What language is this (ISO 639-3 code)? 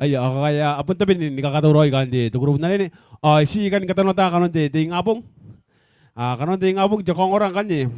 gil